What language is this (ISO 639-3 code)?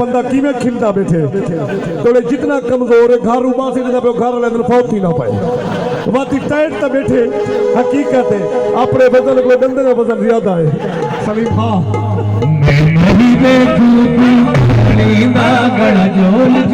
skr